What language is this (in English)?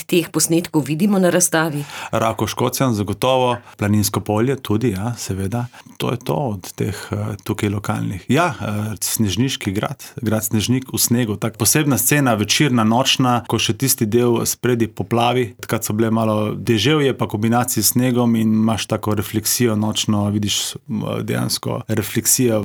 Slovenian